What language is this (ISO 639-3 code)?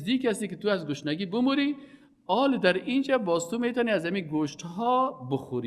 fas